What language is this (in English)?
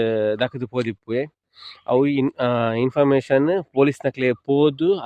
Tulu